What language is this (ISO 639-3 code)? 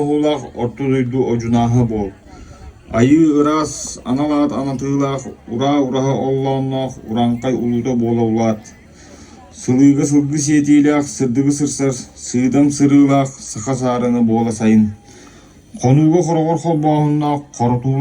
sah